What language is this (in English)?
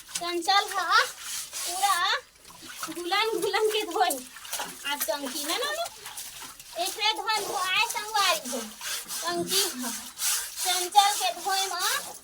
Chhattisgarhi